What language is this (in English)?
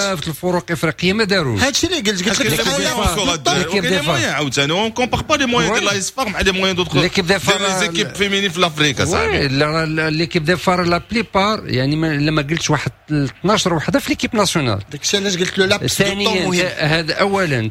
Moroccan Arabic